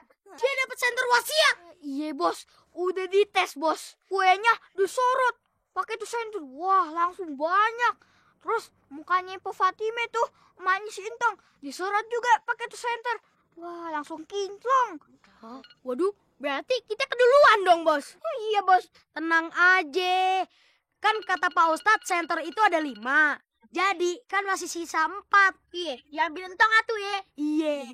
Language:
Betawi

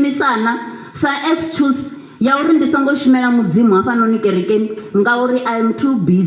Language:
Venda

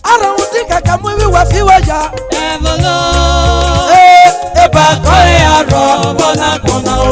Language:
Esan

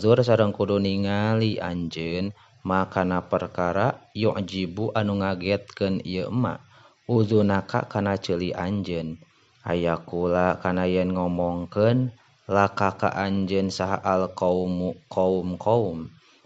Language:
Sundanese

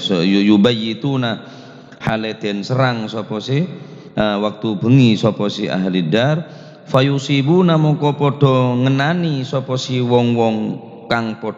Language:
Madurese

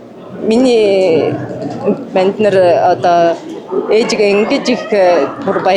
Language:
Mongolian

